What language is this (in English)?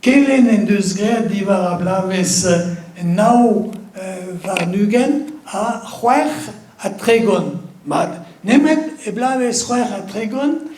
Breton